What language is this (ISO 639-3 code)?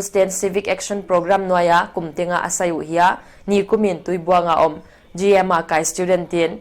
pck